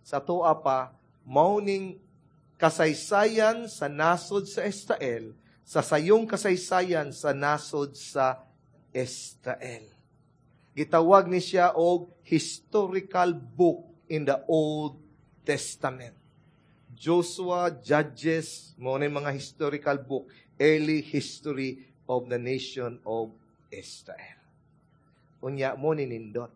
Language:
Cebuano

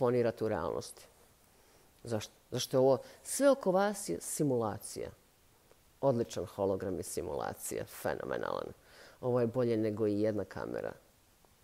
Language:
Bosnian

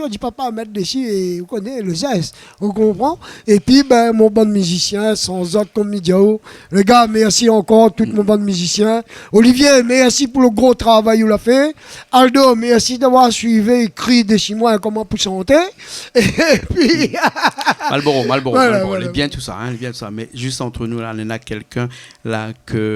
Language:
Réunion Creole French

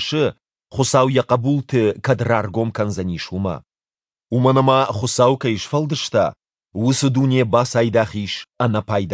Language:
Ossetic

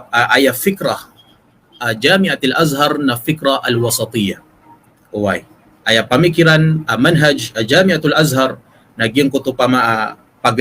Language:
Maranao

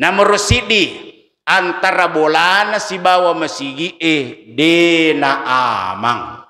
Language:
Buginese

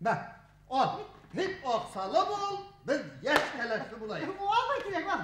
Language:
Bashkir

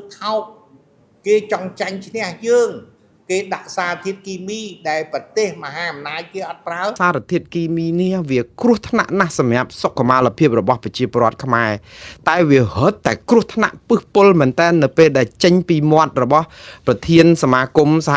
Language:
Khmer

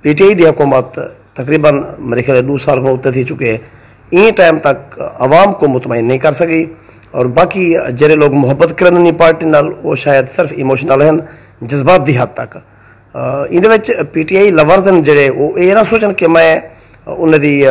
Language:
Saraiki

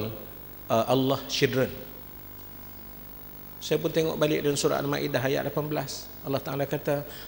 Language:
Malay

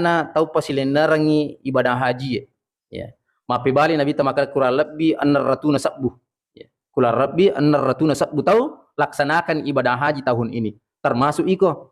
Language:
Buginese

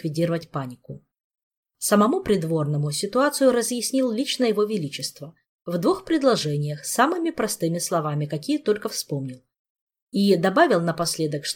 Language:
Russian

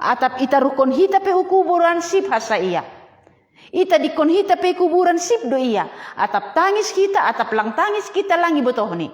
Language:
Batak Simalungun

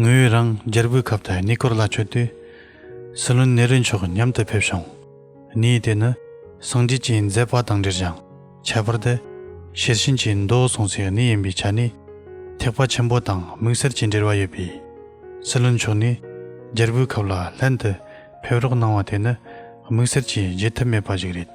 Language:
Tibetan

